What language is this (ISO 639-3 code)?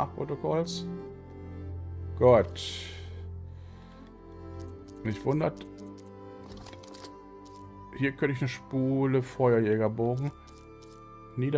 deu